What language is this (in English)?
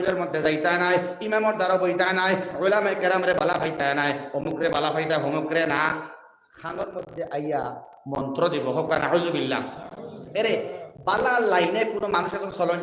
Sylheti